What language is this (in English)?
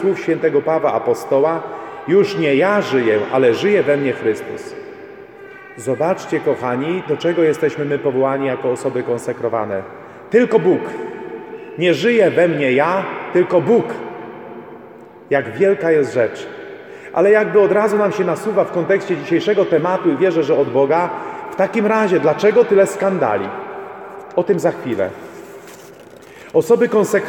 Polish